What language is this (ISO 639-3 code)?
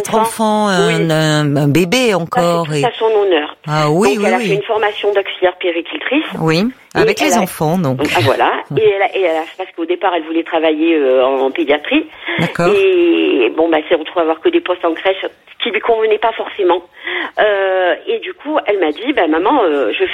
fra